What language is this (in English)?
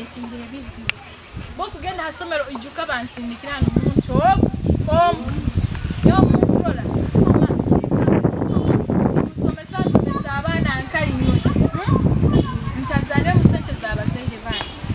Nyoro